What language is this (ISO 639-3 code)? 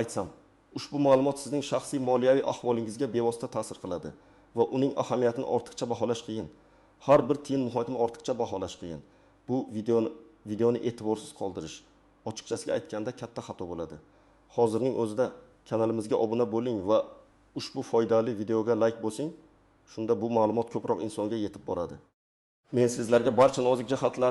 uzb